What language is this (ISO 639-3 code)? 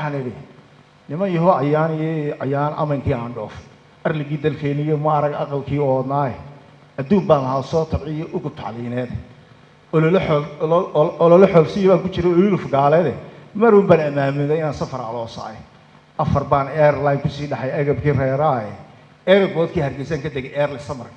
som